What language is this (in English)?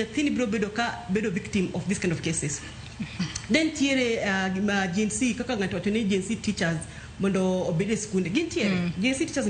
Luo (Kenya and Tanzania)